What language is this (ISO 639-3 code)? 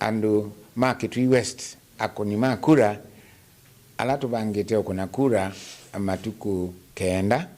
kam